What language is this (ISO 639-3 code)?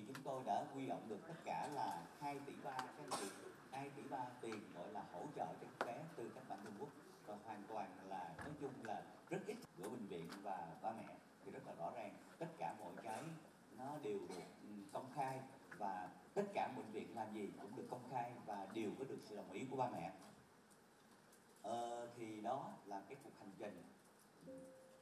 vie